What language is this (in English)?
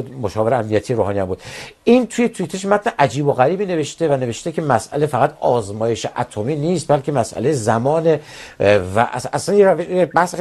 Persian